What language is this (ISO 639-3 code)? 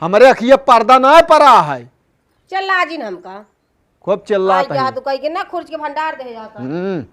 awa